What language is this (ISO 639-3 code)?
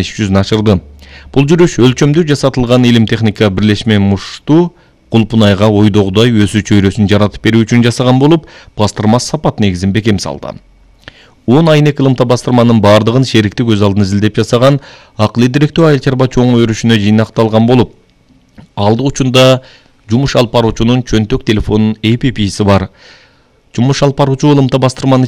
kir